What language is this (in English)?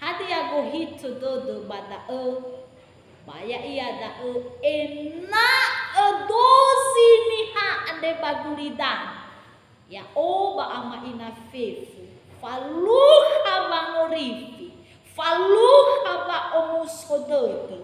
Nias